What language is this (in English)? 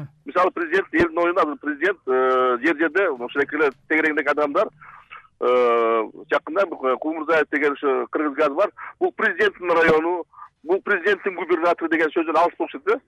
Kyrgyz